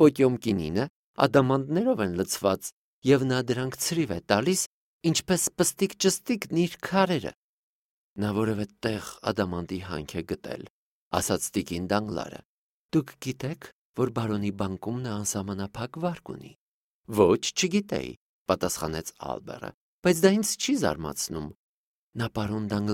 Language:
Armenian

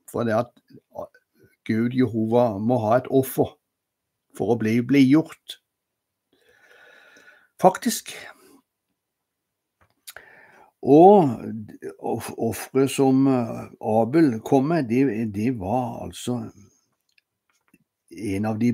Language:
Norwegian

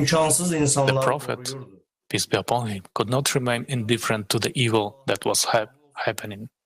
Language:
Nyanja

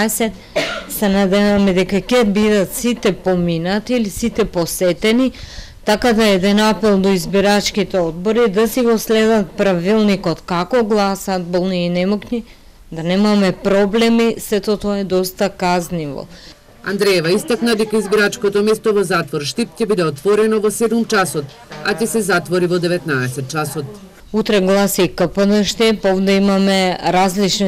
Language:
Macedonian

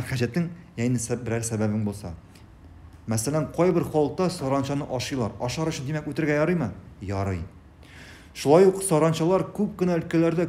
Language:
Tatar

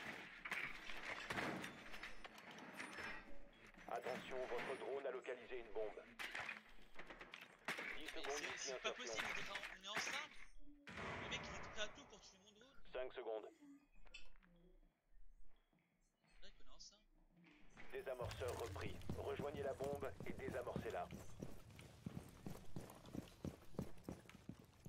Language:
French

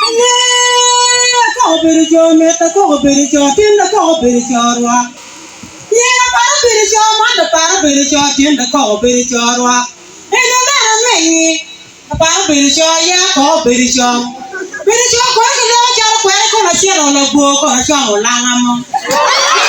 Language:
Acoli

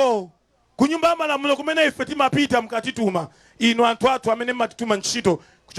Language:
Nyanja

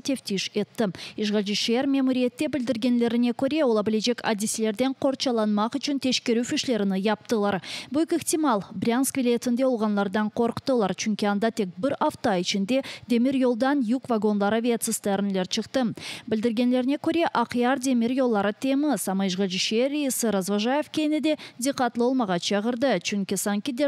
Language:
Crimean Tatar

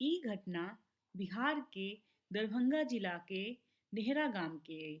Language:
Maithili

